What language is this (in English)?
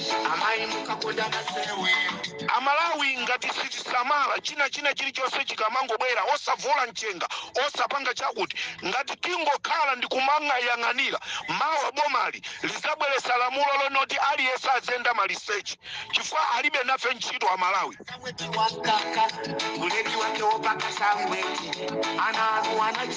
Nyanja